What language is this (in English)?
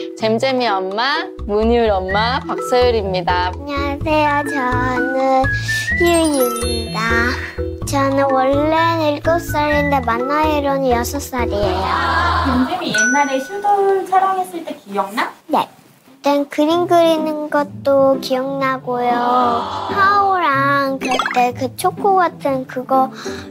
Korean